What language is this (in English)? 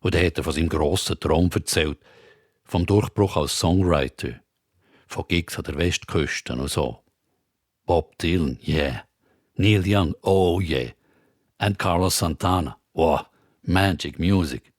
Swiss German